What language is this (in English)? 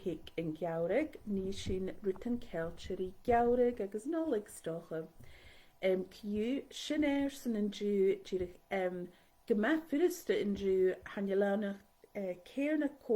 Scottish Gaelic